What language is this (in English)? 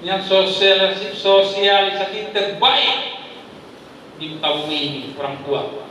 Achinese